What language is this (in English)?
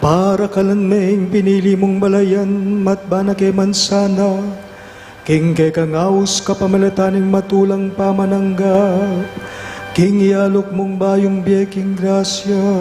Pampanga